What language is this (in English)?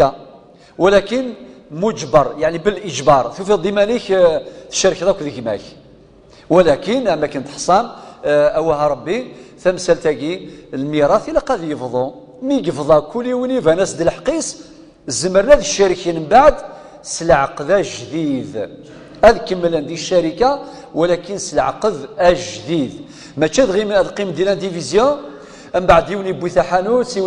Kabyle